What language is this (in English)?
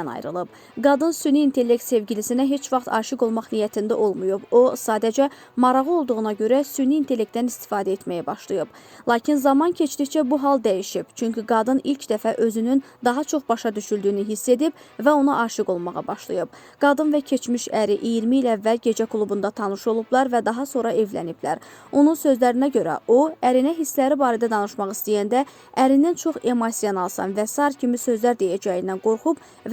Azerbaijani